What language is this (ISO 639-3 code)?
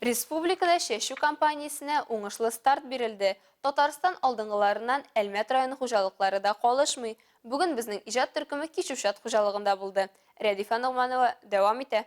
tat